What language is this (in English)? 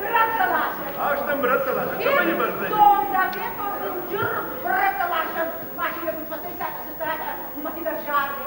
Ossetic